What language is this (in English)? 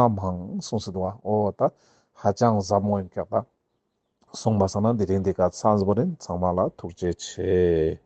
Ladakhi